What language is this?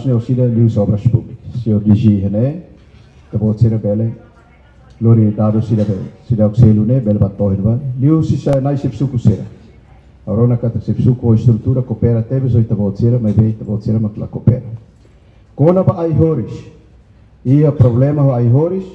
Tetum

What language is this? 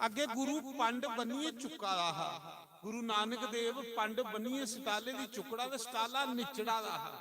Dogri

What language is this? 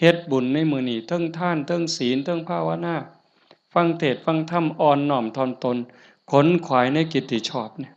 Northeastern Thai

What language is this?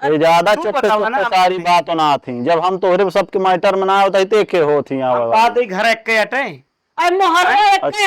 Awadhi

